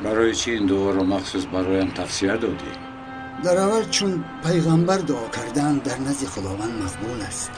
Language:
Tajik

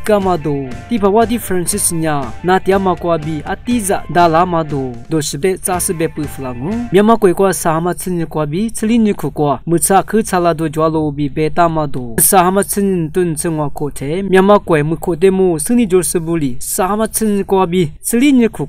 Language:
Lisu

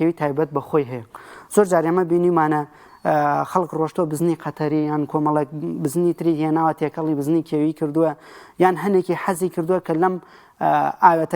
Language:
Central Kurdish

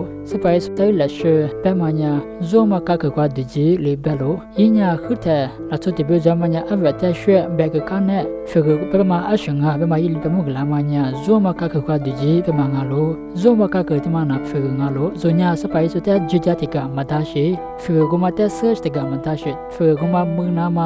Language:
Lisu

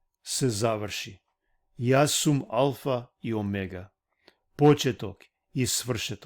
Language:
Balkan Romani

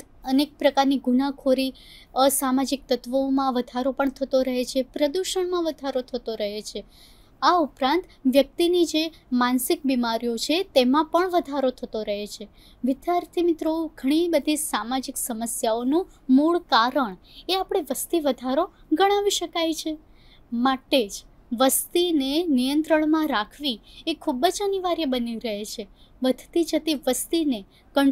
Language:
Gujarati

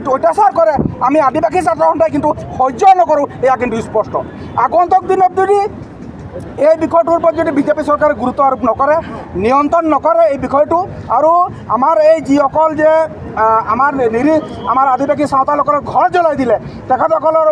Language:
Assamese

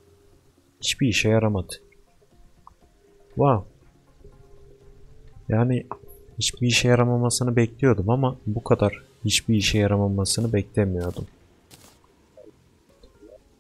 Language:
Turkish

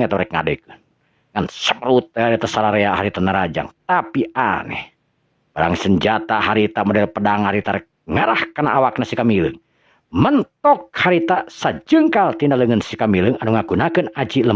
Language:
Sundanese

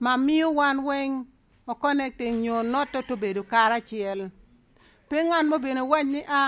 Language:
Lango (Uganda)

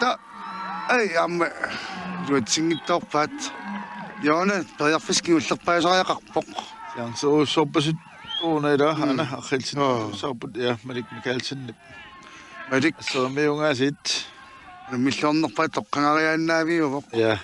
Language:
Kalaallisut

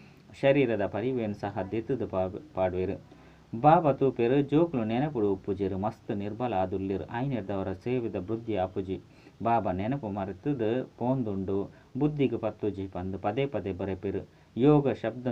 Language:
Tulu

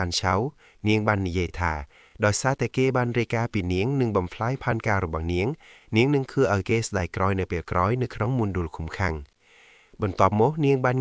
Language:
Khmer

